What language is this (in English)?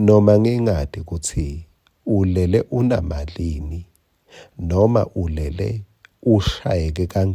Swati